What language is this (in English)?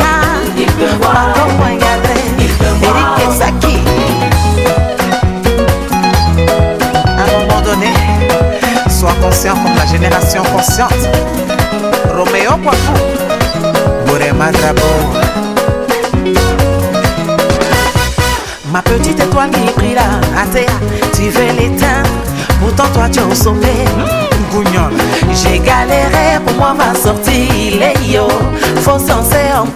French